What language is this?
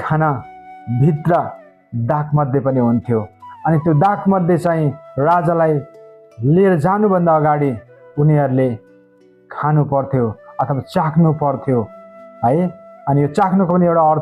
Nepali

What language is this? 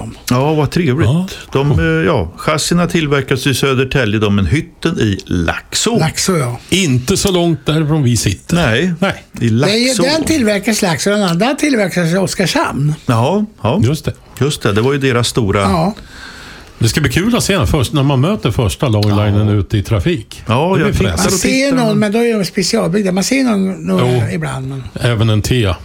Swedish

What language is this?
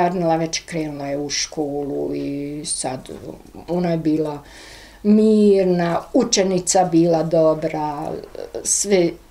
Bosnian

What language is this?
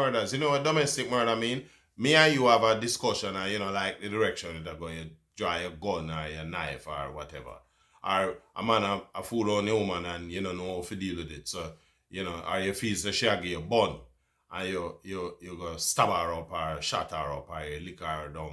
Jamaican Creole English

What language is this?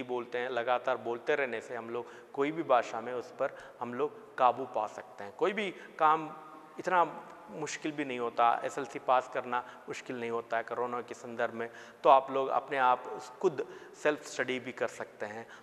Kannada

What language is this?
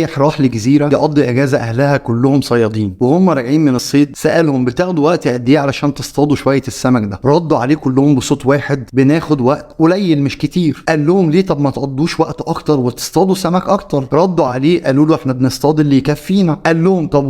Egyptian Arabic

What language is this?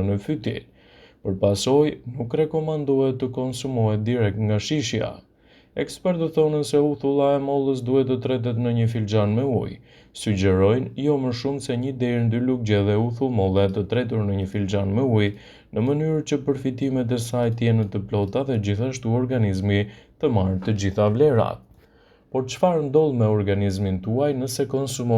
Albanian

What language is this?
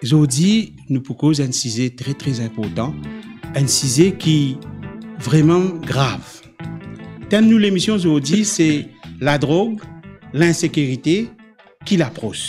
Morisyen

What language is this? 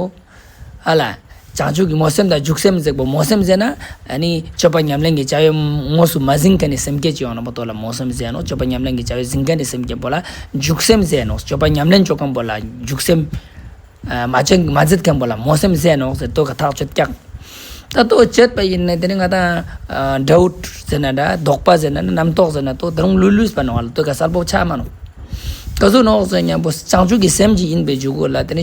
Ladakhi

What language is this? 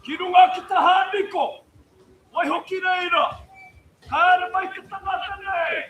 Māori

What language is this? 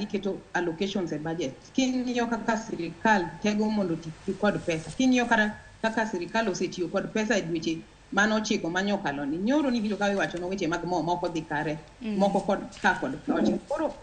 Luo (Kenya and Tanzania)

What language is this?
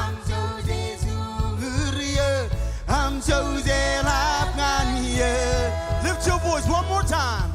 Marshallese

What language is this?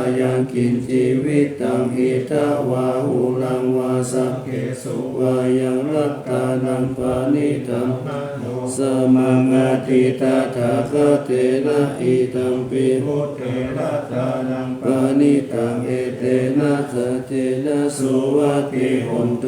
Pali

